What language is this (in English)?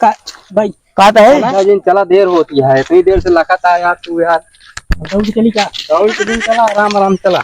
Awadhi